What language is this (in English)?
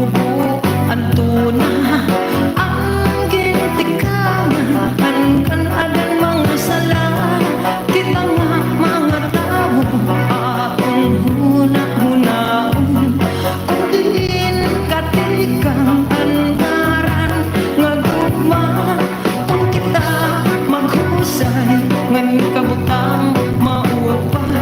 Waray